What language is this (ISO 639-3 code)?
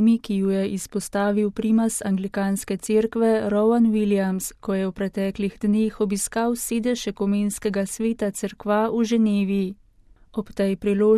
slv